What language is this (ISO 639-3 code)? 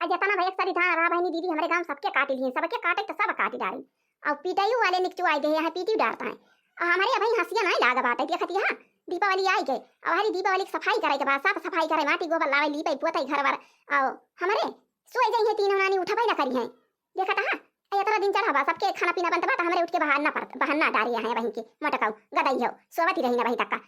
awa